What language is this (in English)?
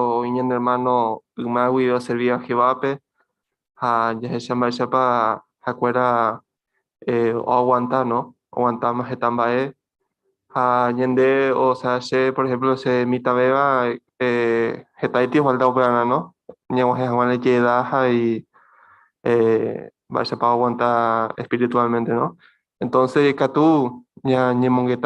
Guarani